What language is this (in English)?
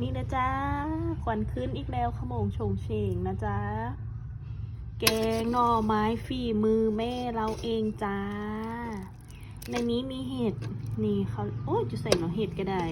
Lao